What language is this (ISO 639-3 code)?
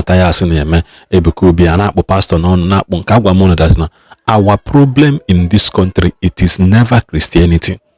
ibo